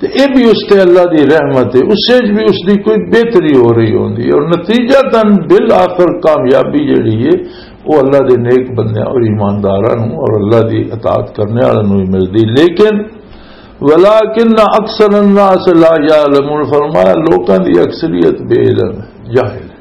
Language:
Western Panjabi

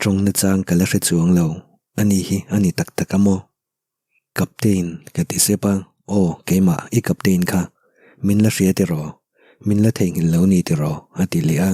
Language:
Mizo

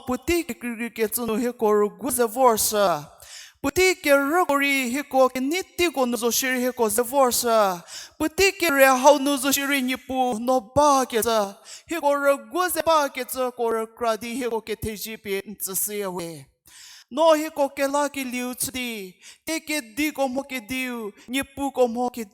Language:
Angami Naga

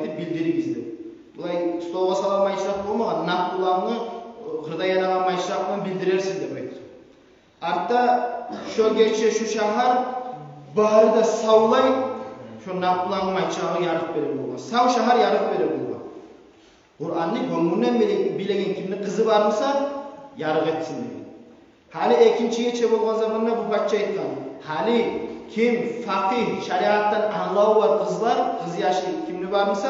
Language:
Kumyk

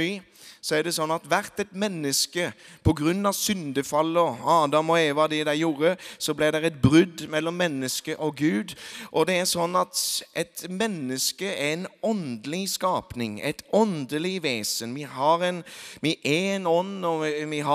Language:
Norwegian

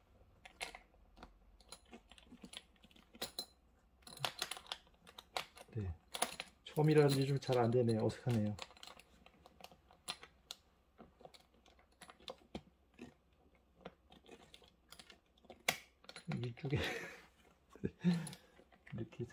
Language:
Korean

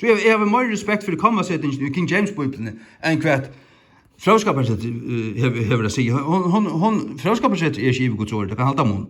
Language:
Faroese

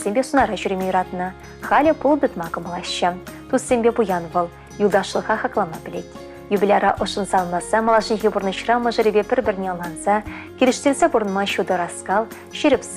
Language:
Chuvash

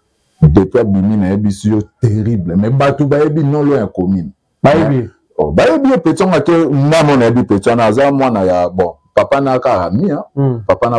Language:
Lingala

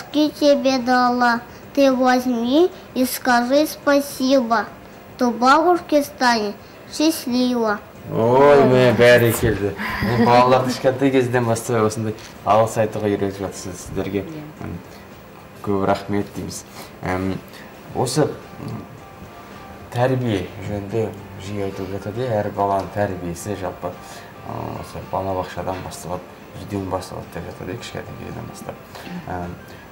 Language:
Kazakh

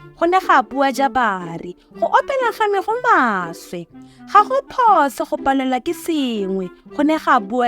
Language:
Tswana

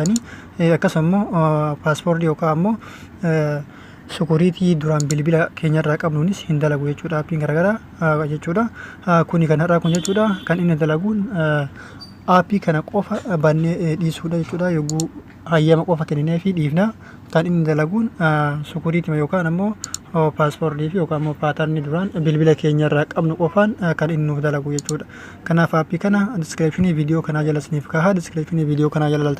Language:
Oromo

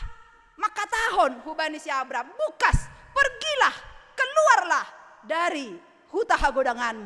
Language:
Batak Simalungun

